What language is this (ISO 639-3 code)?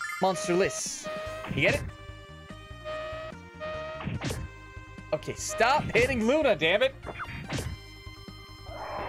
eng